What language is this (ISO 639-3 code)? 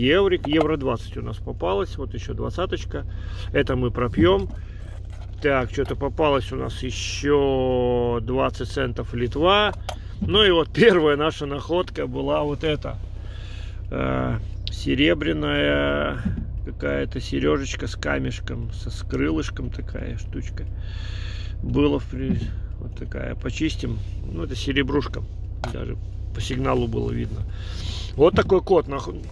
rus